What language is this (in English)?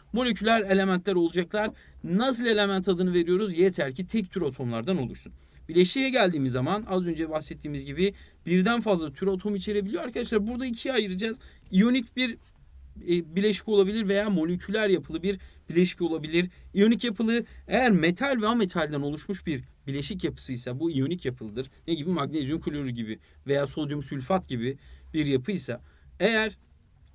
Turkish